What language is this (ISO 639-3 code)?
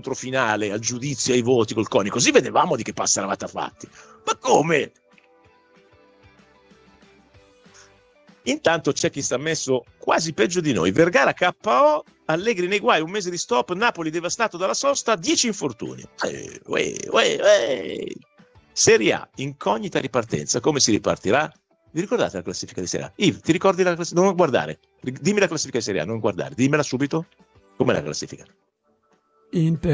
ita